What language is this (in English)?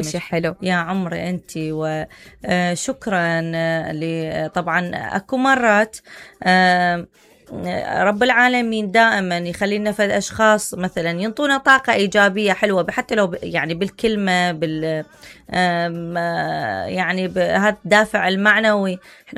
Mesopotamian Arabic